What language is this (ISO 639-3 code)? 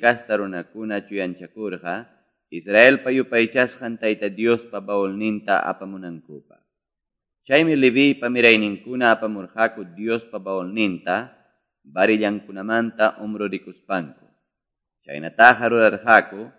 que